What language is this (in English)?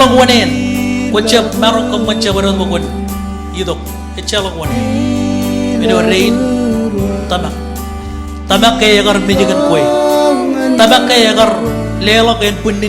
Marshallese